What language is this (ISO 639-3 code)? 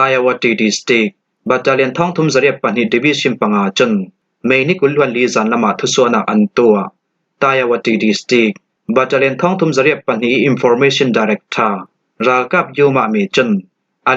cnh